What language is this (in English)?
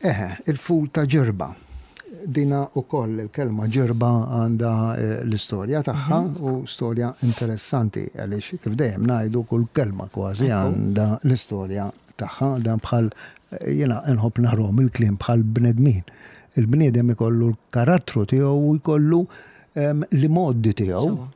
Maltese